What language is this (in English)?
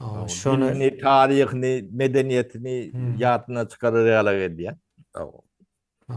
Turkmen